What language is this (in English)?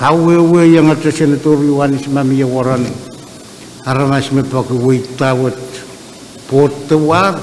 Pohnpeian